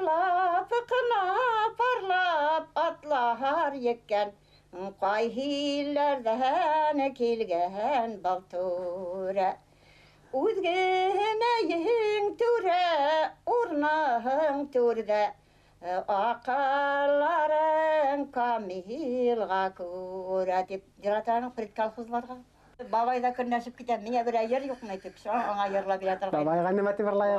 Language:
Bashkir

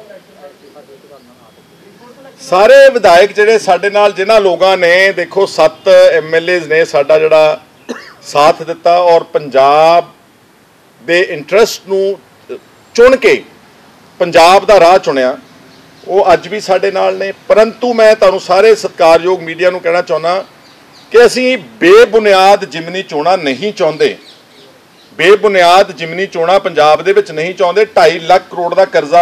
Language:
Punjabi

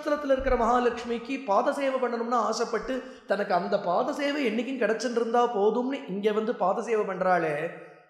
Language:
Tamil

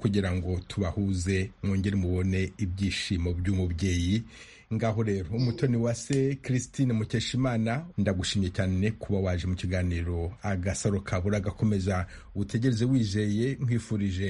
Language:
Kinyarwanda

